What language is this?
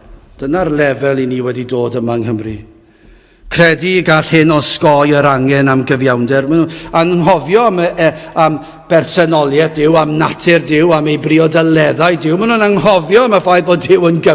Welsh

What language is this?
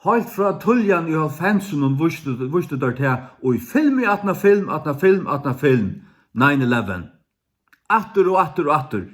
Faroese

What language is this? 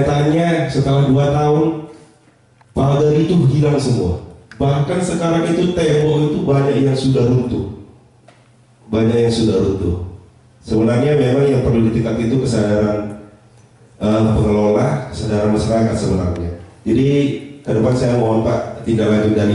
Indonesian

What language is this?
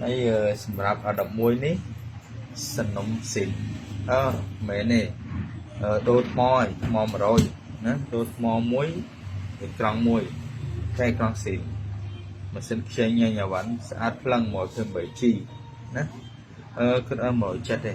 Khmer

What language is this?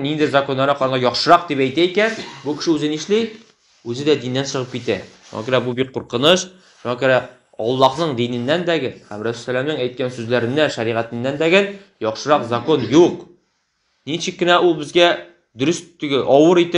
Tatar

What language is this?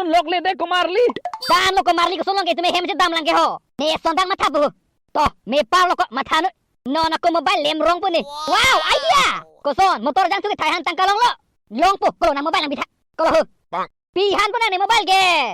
Karbi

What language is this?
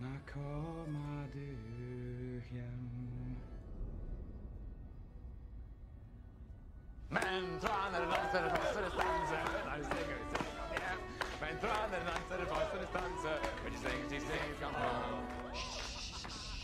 Norwegian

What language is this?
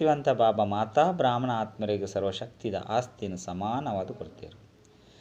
Tulu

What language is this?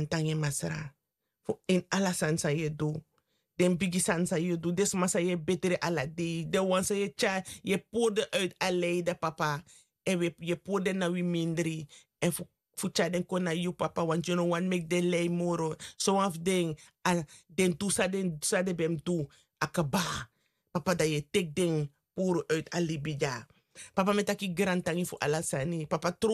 Sranan Tongo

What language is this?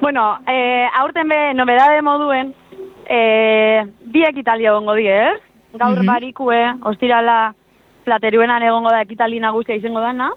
Basque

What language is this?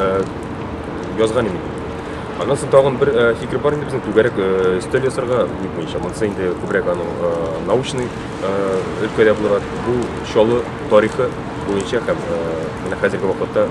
Tatar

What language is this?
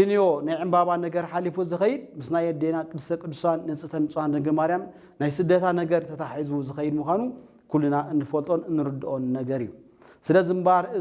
Tigrinya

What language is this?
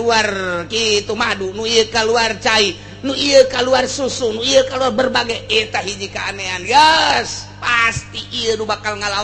Sundanese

